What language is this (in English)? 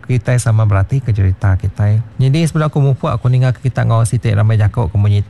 Iban